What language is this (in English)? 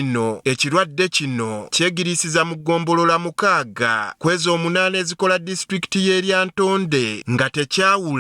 Ganda